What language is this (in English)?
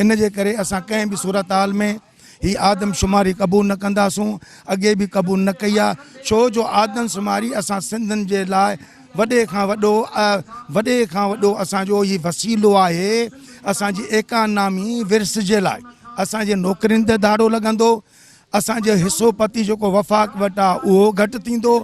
Sindhi